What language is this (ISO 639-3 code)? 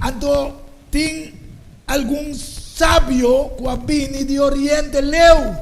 pap